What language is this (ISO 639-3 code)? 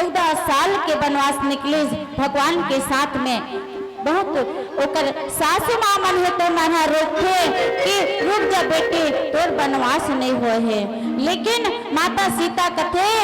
hne